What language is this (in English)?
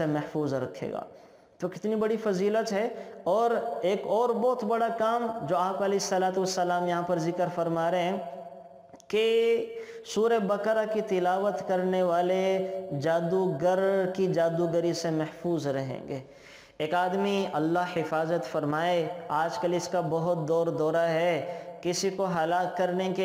Urdu